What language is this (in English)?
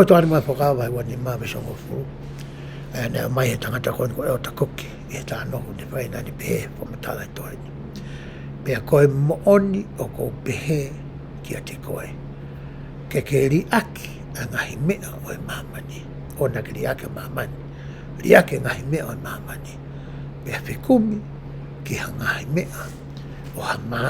Tongan